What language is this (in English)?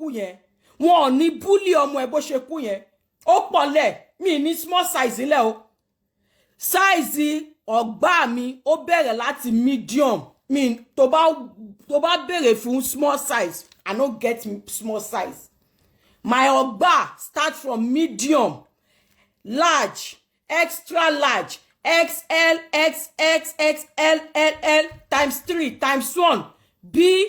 Yoruba